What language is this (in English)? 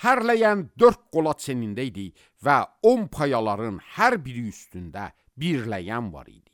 Azerbaijani